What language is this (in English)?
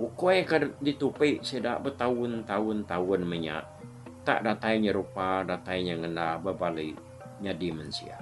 Iban